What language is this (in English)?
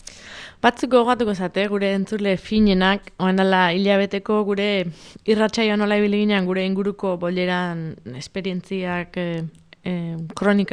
Basque